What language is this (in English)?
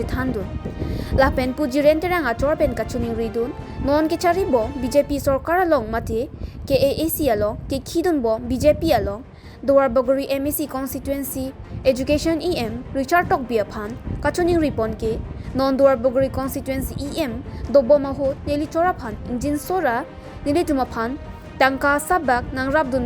Karbi